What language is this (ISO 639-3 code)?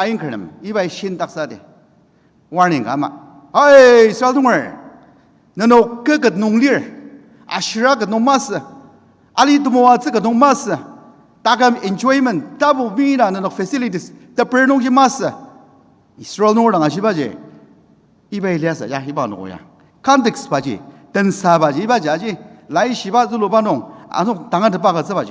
njo